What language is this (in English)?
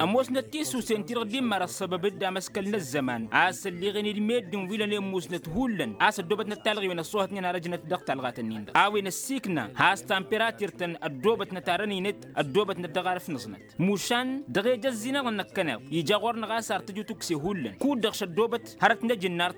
Tamasheq